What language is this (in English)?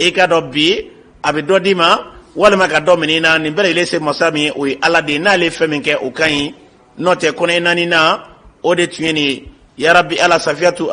Bambara